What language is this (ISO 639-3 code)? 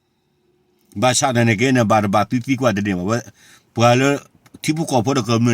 ksw